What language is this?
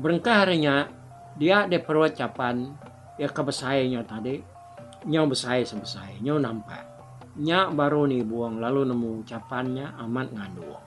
Iban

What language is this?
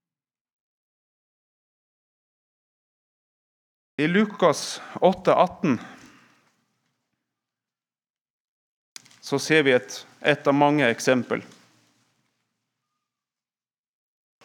Norwegian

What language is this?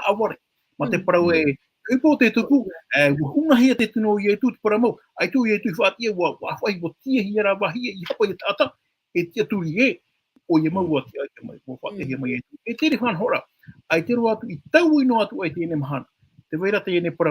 Tahitian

